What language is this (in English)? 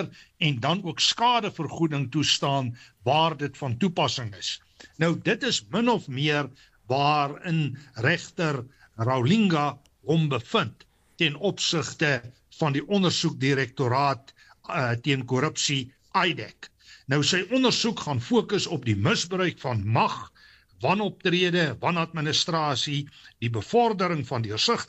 Afrikaans